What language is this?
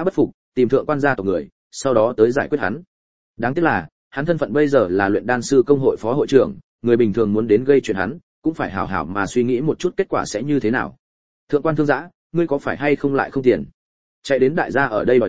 Vietnamese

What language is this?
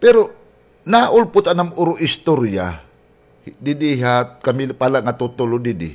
Waray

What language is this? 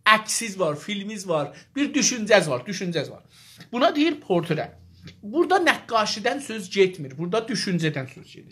South Azerbaijani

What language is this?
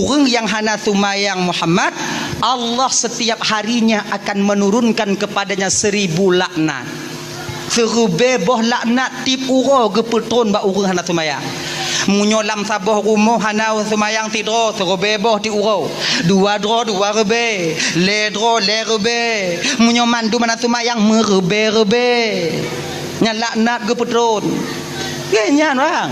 Achinese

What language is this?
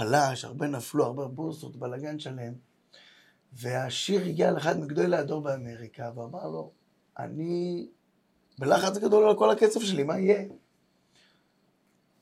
Hebrew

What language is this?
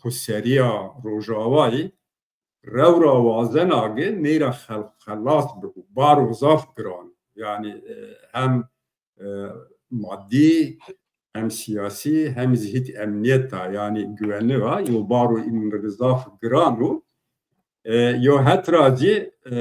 Zaza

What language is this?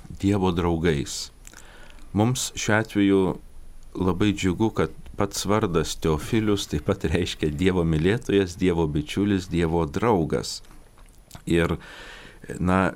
Lithuanian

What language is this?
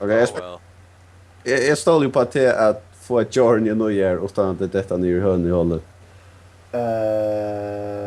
Faroese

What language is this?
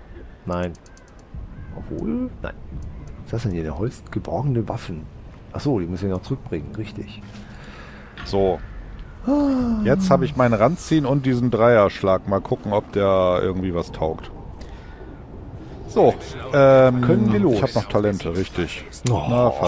German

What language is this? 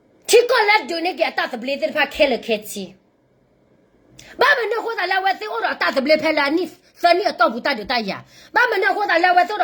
S'gaw Karen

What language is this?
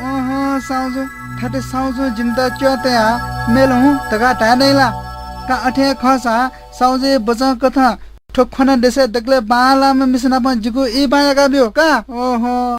Newari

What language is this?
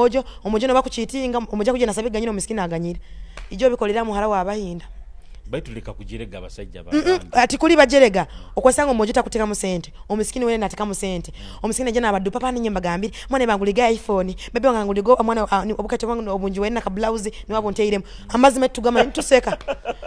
Nyoro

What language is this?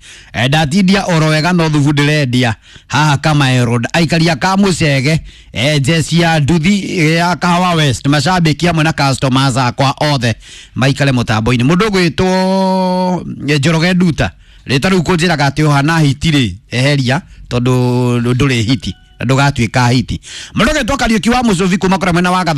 Kikuyu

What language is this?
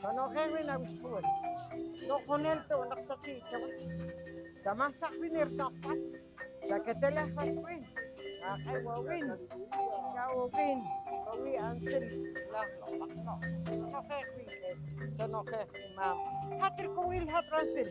Poqomchi'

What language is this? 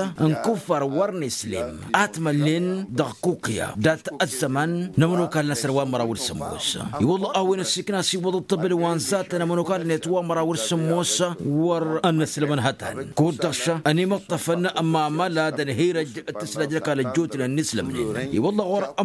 Tamasheq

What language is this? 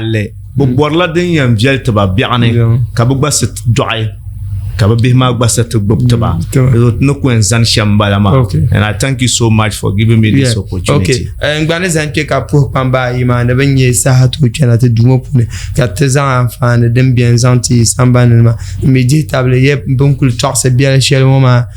Dagbani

